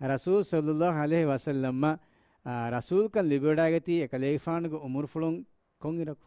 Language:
Divehi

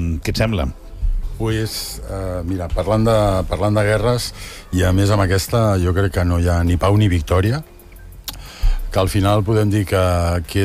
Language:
Catalan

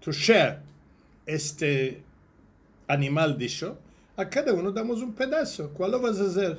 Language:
Ladino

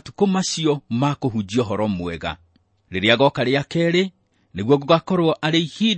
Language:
Kikuyu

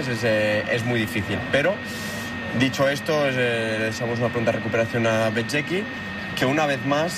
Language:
Spanish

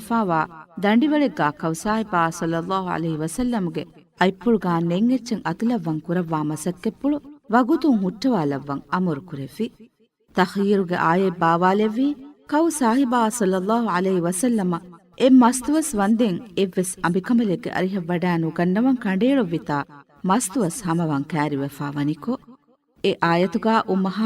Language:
Divehi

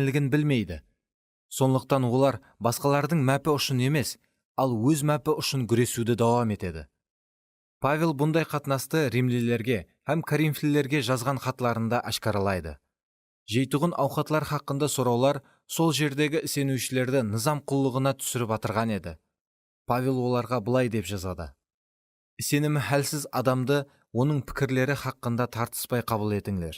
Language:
Kara-Kalpak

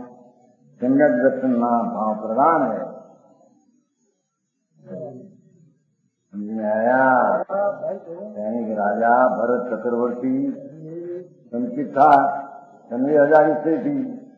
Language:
Hindi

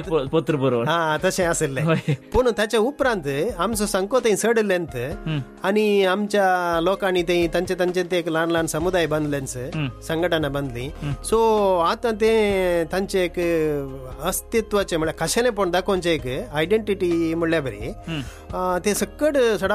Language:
Konkani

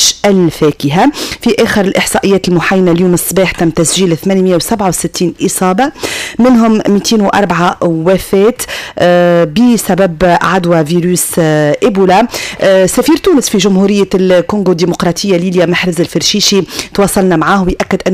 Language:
Tunisian Arabic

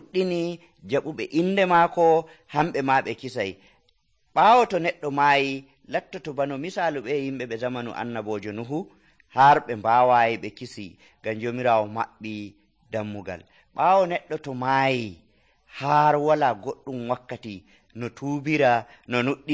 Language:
Nigerian Fulfulde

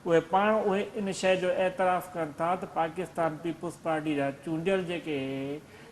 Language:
Sindhi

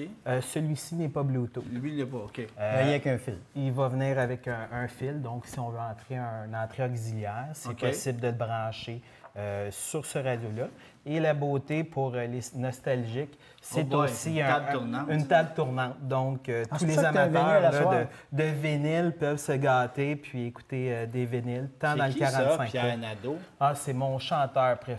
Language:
French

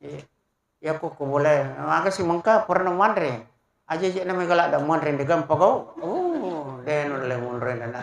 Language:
Buginese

